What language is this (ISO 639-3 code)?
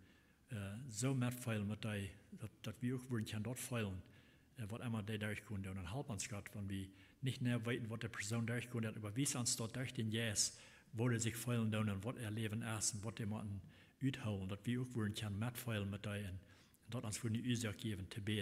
pdt